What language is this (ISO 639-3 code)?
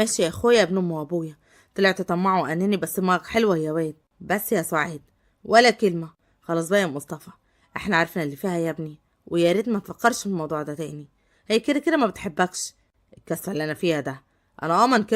arz